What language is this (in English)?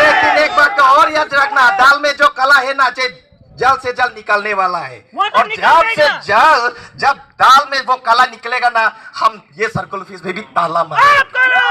Karbi